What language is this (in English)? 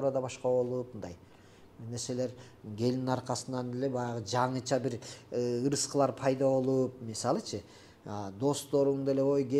Kyrgyz